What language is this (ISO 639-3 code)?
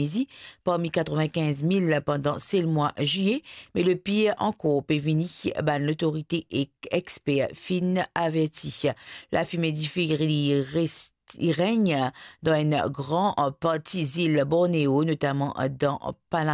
mfe